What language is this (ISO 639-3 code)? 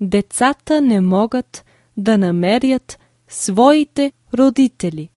bul